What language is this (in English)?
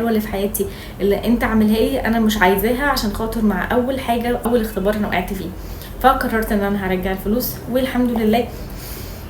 Egyptian Arabic